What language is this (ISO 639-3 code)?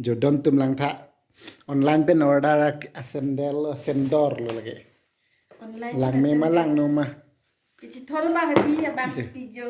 mjw